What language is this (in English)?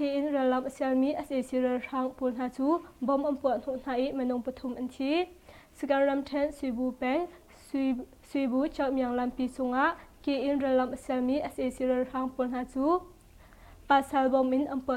Hakha Chin